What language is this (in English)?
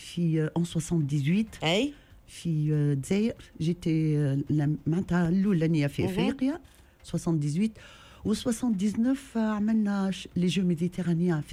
Tunisian Arabic